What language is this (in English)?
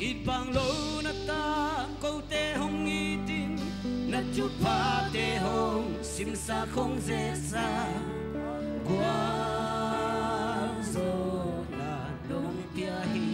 Tedim Chin